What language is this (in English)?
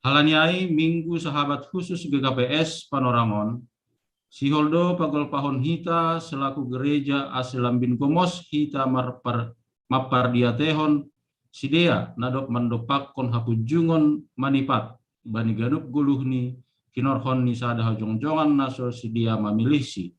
Batak Simalungun